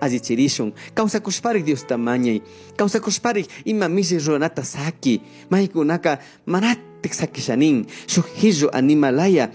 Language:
Chimborazo Highland Quichua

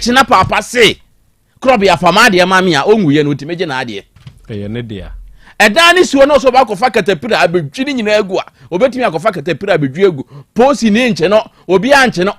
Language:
Akan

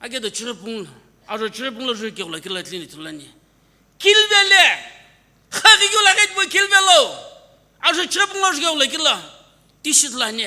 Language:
Sumi Naga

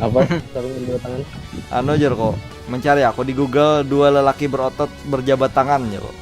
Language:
Banjar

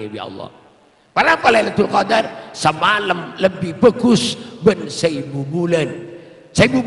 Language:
Madurese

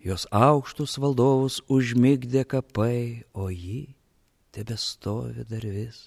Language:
Lithuanian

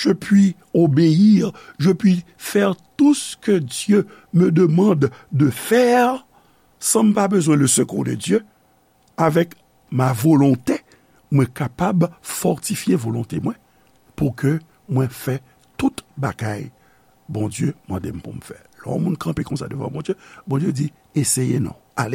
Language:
Haitian Creole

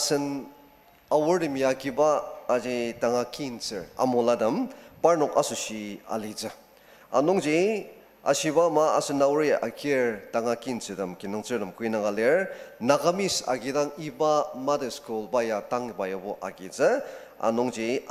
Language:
Ao Naga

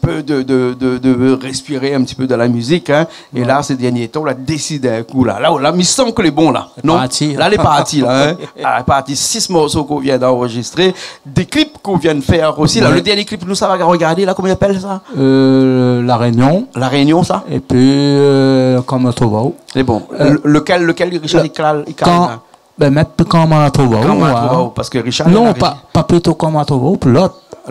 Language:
Réunion Creole French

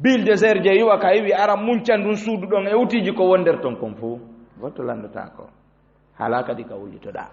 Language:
Fula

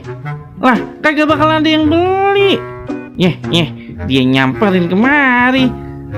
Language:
Betawi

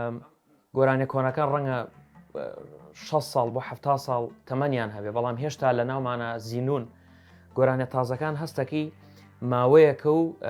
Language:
Central Kurdish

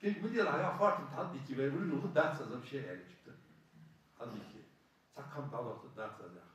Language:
Ingush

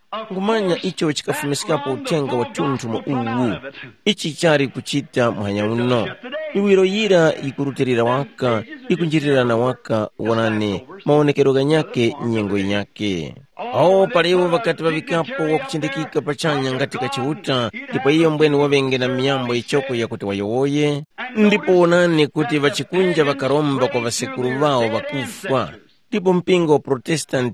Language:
Tumbuka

